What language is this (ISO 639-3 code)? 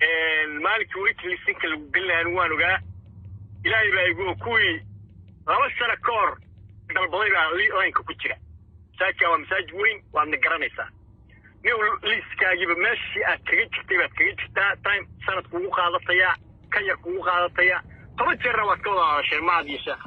som